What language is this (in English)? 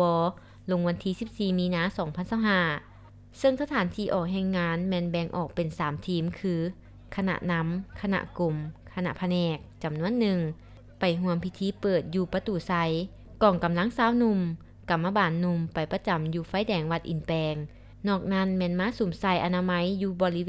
Lao